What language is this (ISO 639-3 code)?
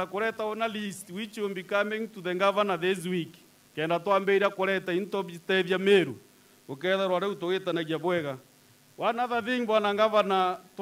mer